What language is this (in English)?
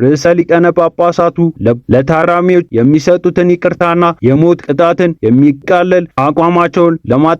Amharic